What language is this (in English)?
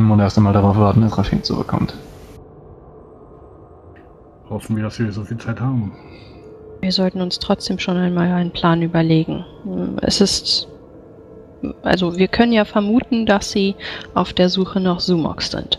German